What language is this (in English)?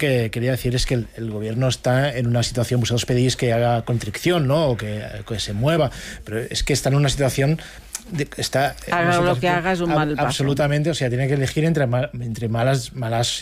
Spanish